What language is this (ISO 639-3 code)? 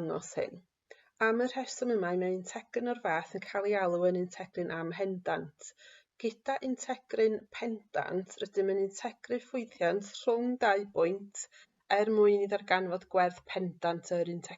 cym